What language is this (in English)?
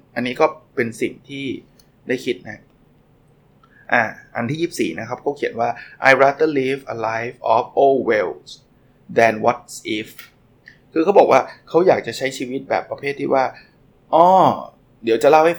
Thai